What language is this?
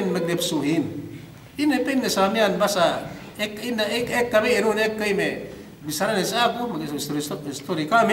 Yakan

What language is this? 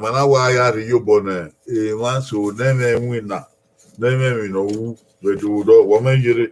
Bini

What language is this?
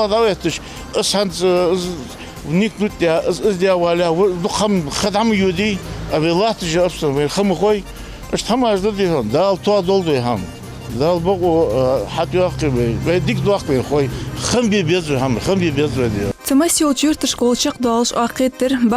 Ingush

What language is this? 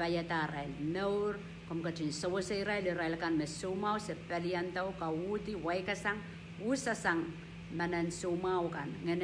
Pohnpeian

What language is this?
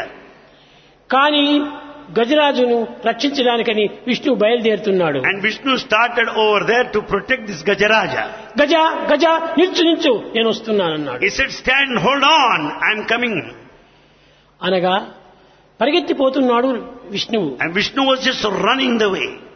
Telugu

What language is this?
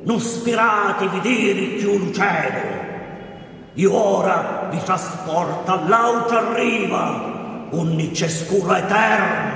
Sicilian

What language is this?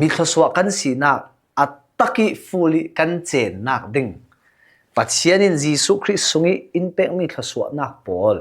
Falam Chin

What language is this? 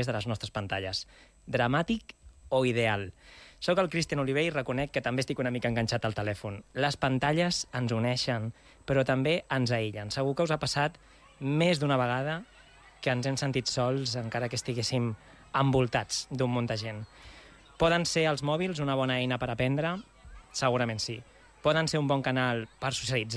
Catalan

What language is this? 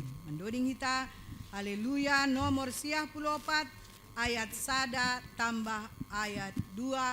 Batak Simalungun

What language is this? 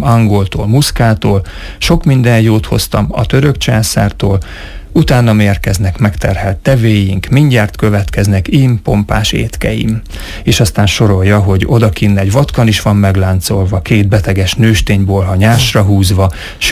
Hungarian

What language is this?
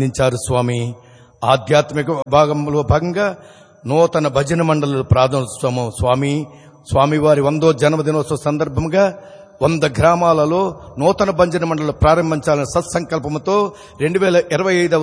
Telugu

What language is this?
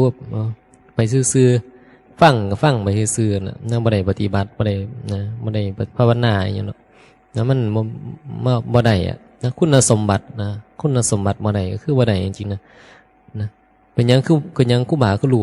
Northeastern Thai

